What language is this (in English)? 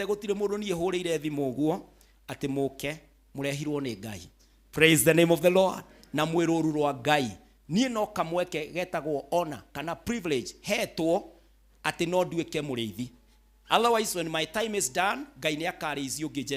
Kikuyu